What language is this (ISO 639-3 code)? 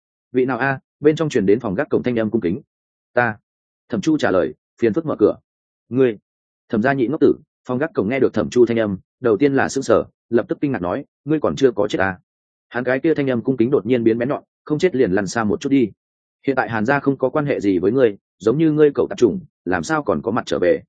vie